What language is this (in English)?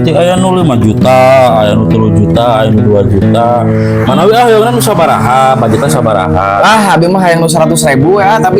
Sundanese